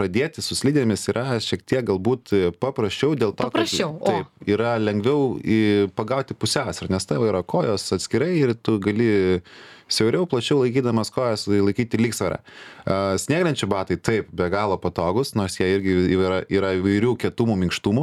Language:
Lithuanian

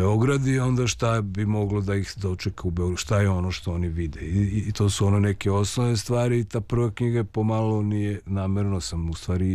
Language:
Serbian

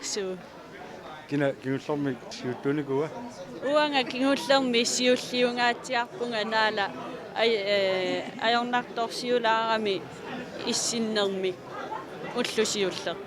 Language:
Kalaallisut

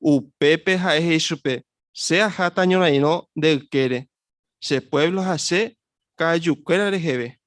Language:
Guarani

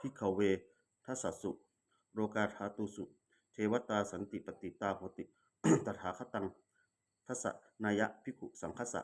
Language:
Pali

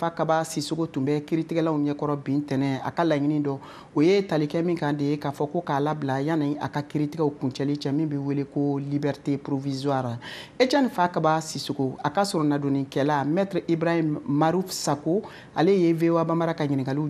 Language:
Bambara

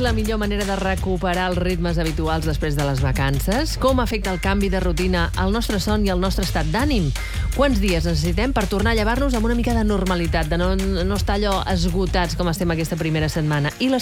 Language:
Catalan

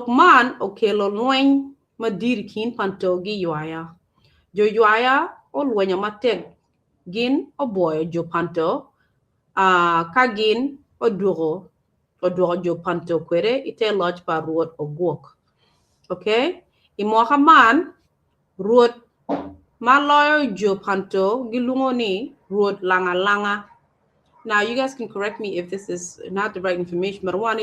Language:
Acoli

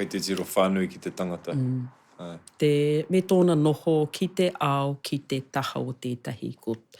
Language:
Māori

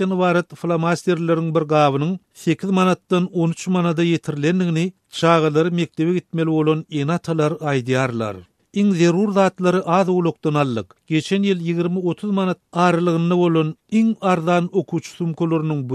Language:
Turkmen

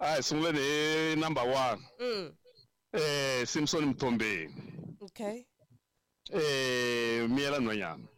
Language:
Tsonga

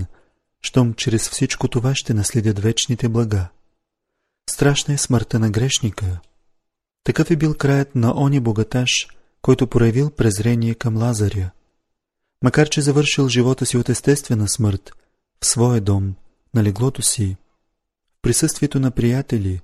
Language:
Bulgarian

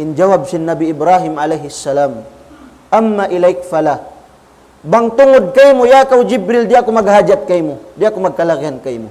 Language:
Tausug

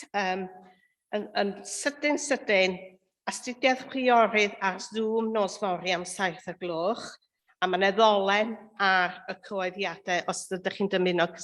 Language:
Welsh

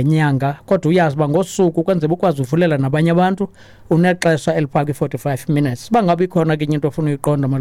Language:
Xhosa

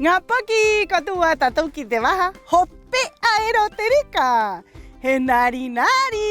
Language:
Rapanui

